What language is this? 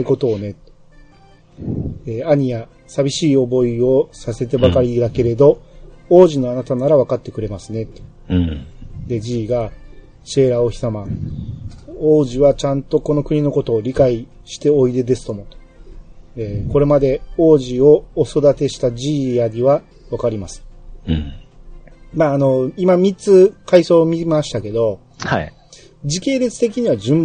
Japanese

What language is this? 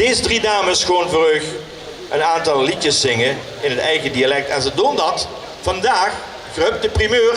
Limburgish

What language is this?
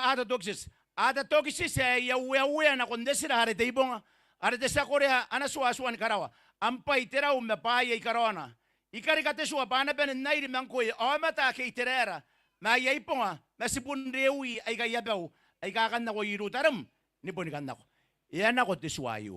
Gilbertese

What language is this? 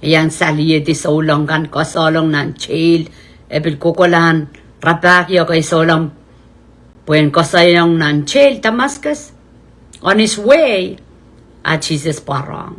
Pohnpeian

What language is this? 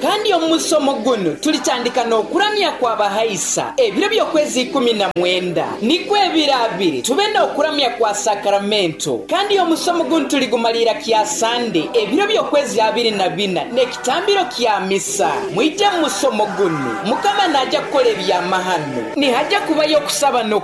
Nyoro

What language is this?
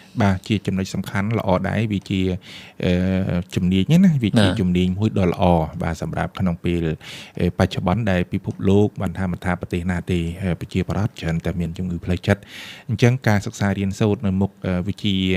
Khmer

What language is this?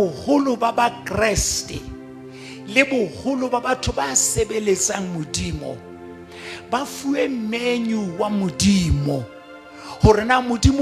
Southern Sotho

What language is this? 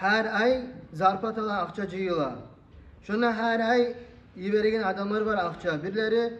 Kumyk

